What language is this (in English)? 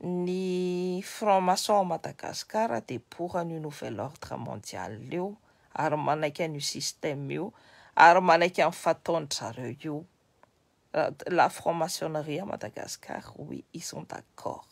Malagasy